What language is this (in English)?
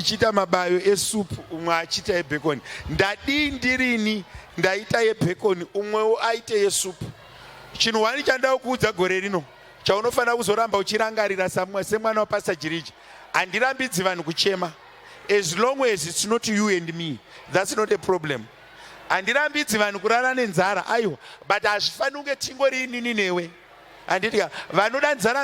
Shona